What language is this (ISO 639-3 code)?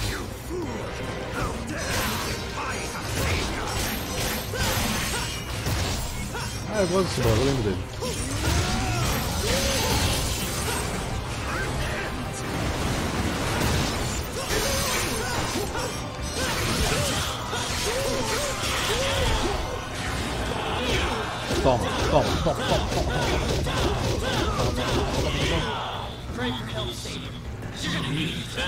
por